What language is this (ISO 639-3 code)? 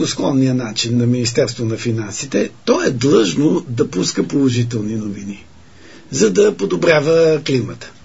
bul